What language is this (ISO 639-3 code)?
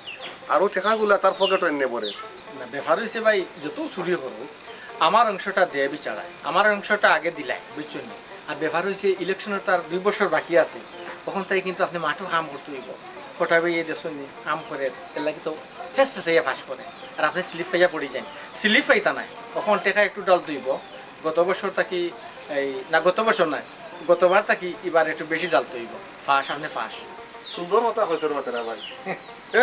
syl